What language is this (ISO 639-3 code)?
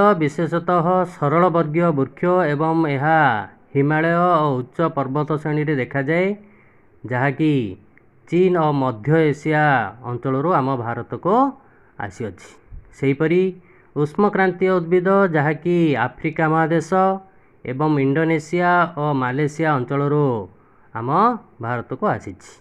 ori